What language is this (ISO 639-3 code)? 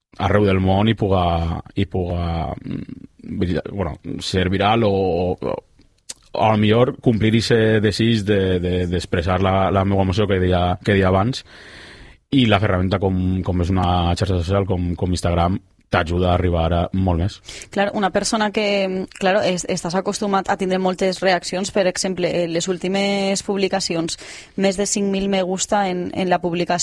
cat